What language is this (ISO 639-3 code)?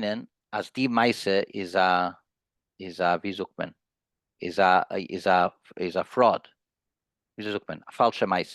yid